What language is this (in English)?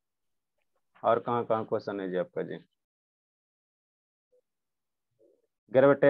Hindi